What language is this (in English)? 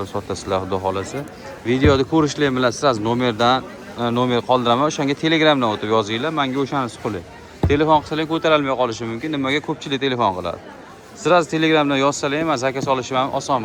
Uzbek